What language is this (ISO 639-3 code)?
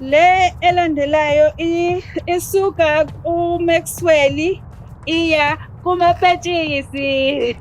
zul